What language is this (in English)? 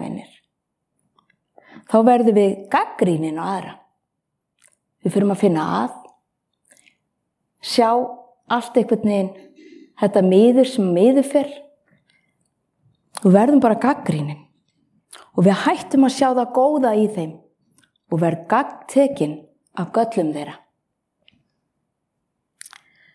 Icelandic